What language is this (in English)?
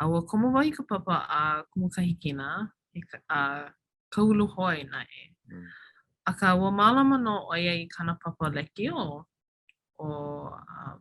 Hawaiian